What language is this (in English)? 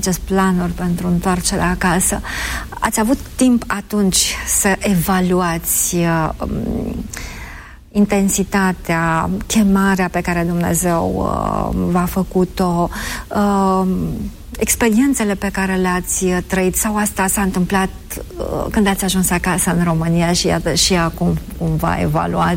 Romanian